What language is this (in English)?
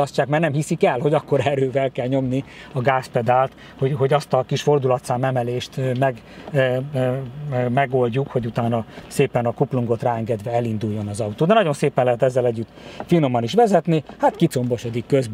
Hungarian